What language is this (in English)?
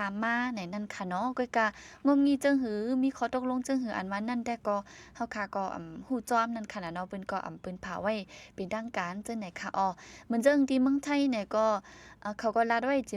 Shan